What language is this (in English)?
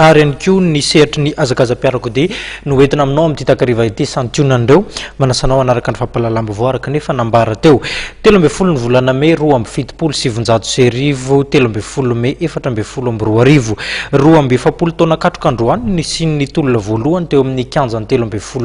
Malagasy